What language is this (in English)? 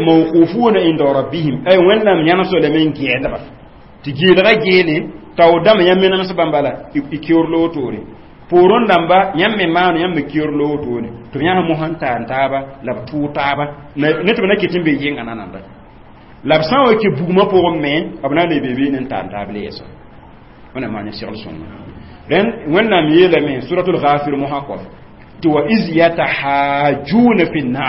Mossi